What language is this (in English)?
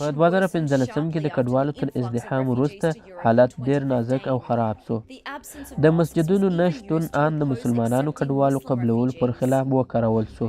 Pashto